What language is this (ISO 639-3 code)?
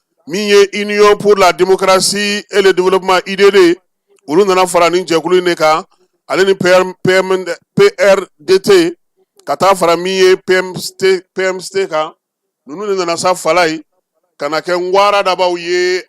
bam